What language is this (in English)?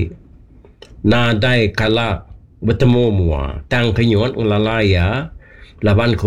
Iban